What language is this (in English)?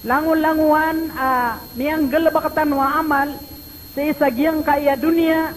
Maranao